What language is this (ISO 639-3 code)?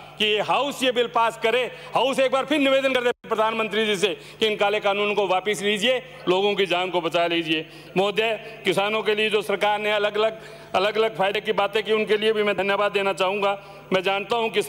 hin